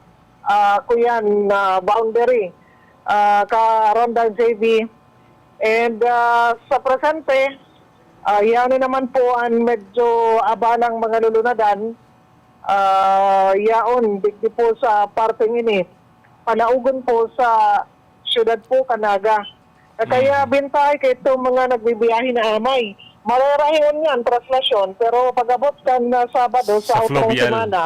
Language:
Bikol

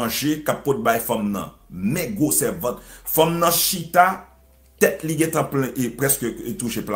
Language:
Haitian Creole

